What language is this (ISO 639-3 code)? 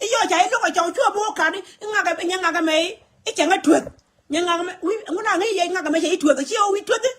nus